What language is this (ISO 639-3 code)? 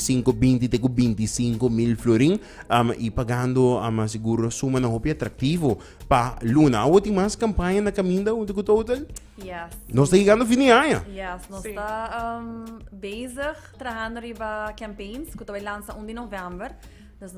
pap